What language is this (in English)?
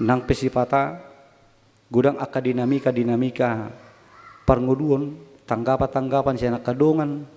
Batak Toba